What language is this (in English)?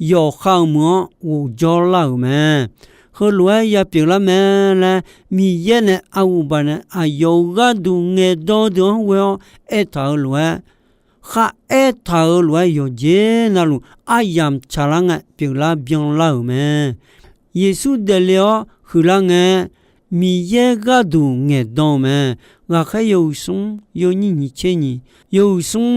Akha